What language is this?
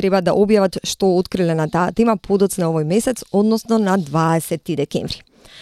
Macedonian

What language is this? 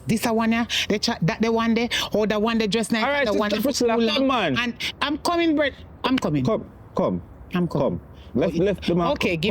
Jamaican Creole English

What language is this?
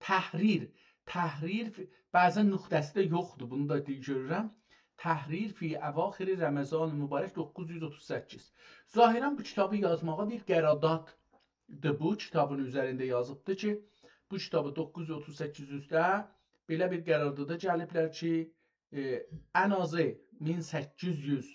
South Azerbaijani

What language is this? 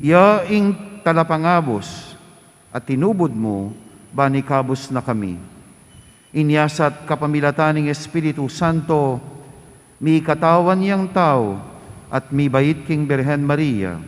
Pampanga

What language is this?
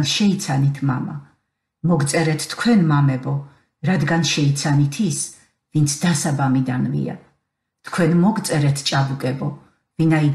Georgian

